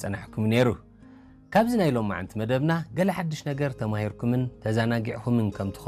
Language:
Tigrinya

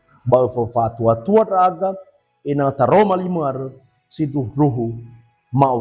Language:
Nias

